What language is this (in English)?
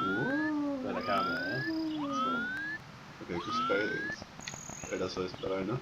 Faroese